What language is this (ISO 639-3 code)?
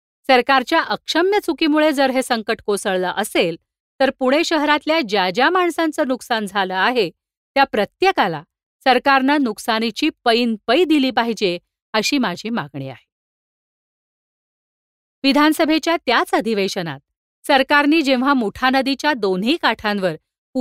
mar